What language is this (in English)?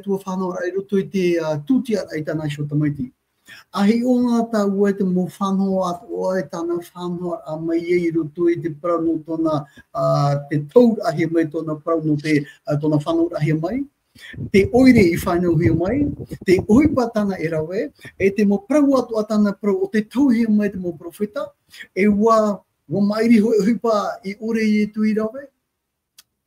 Tahitian